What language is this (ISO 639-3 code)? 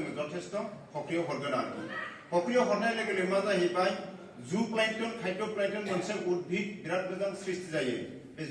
brx